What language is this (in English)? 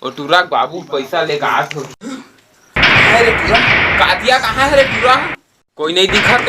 Chhattisgarhi